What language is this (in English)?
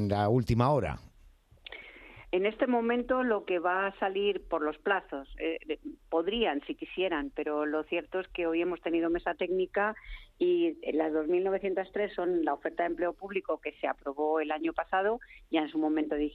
Spanish